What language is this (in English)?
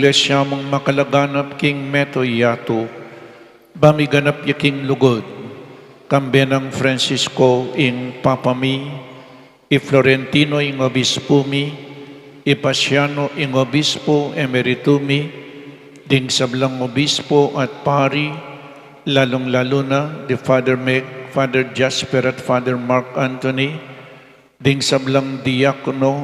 Pampanga